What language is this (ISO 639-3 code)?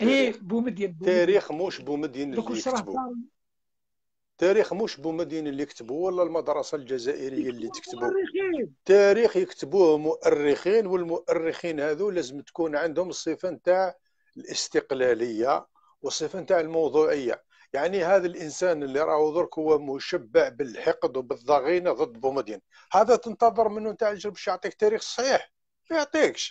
arq